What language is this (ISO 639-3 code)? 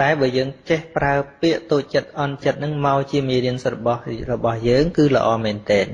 khm